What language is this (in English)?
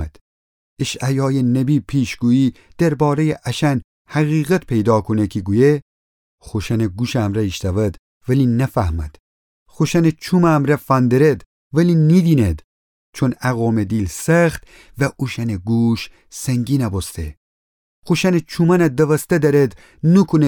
Gilaki